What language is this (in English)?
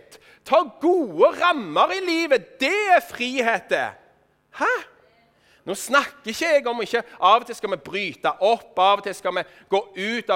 Norwegian